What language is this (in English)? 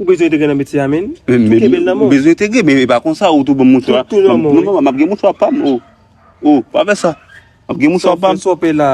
Haitian Creole